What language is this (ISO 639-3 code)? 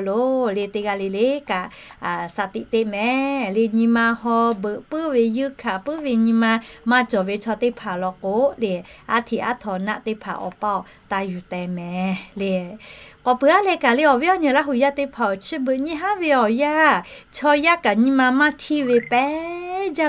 lhu